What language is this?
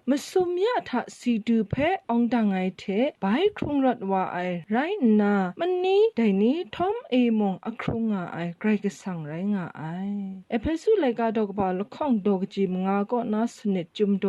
Kachin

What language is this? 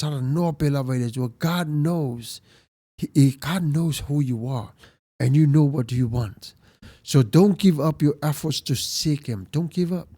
Samoan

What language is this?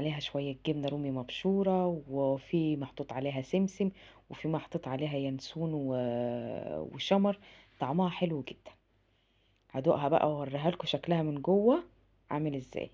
Egyptian Arabic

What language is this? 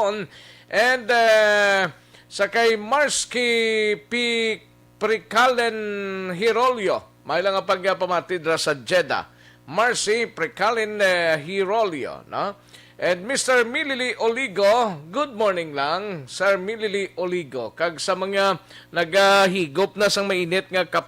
Hiligaynon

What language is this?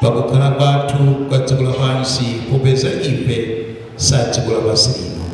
Nyanja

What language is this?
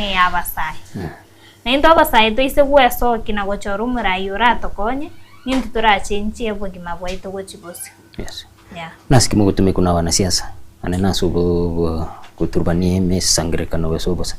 Gusii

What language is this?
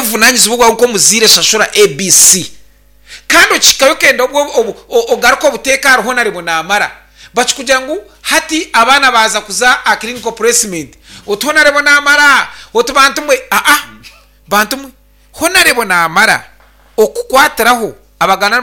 Nyankole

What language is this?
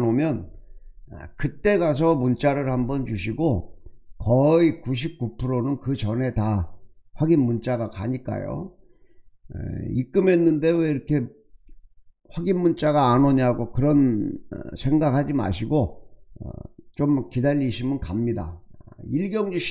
Korean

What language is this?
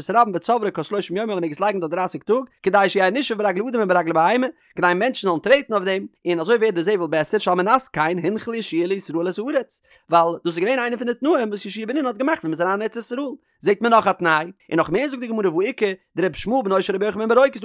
Yiddish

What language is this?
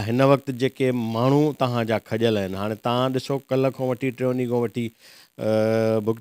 Sindhi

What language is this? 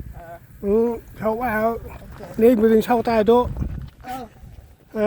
Central Mnong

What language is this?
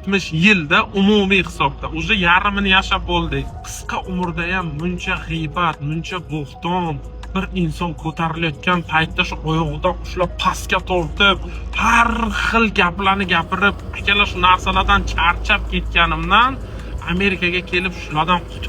Uzbek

